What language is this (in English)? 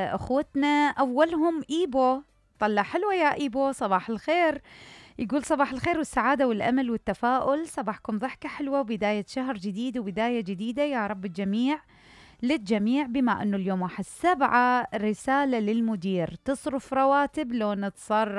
Mesopotamian Arabic